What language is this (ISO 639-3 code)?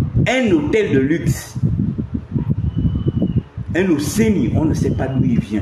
fra